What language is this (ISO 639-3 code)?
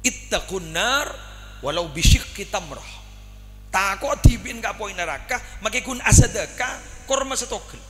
mad